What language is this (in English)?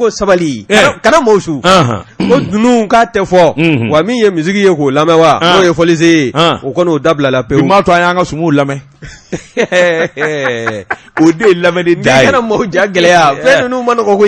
Bambara